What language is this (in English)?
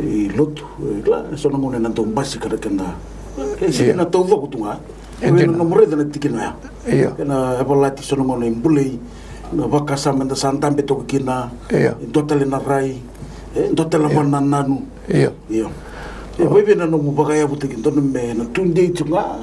Fijian